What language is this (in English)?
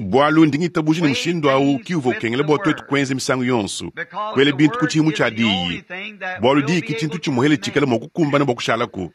Luba-Lulua